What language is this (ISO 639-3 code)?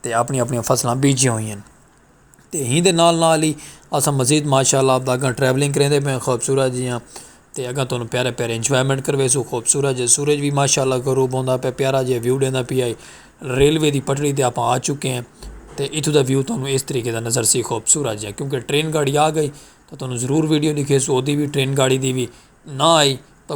skr